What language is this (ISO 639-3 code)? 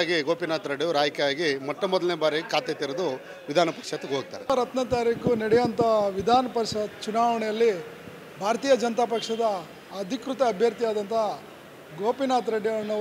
kan